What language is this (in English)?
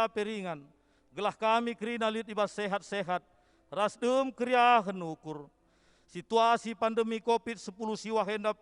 Batak Karo